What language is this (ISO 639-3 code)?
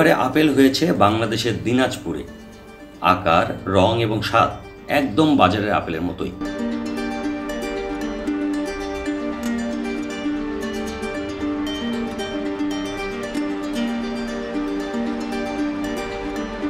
ben